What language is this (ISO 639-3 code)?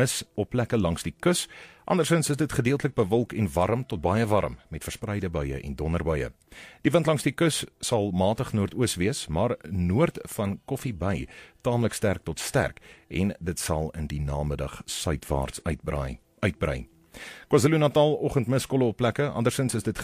afr